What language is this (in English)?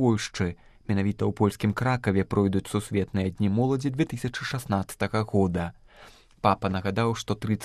Belarusian